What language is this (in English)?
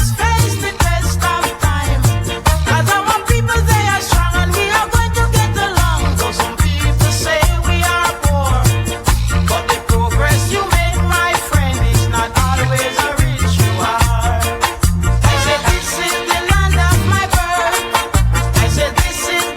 Jamaican Creole English